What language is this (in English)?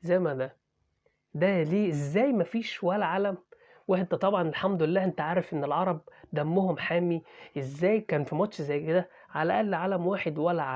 Egyptian Arabic